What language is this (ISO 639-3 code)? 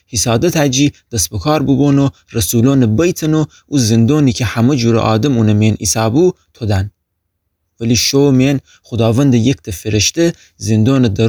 glk